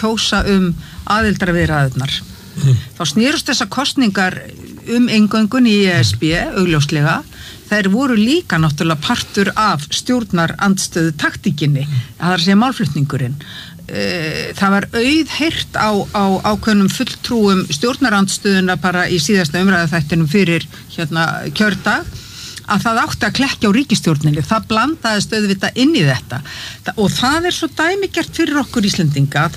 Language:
Icelandic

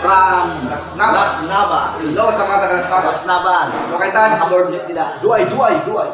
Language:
Waray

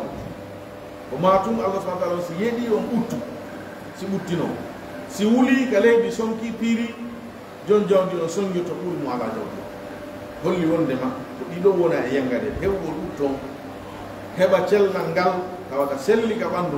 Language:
Pular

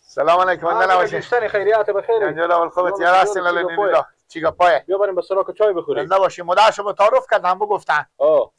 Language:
Persian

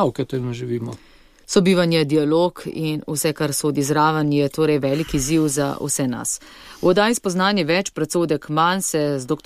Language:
Slovenian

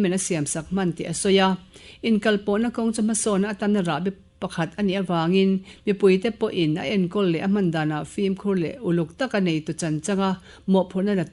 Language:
Mizo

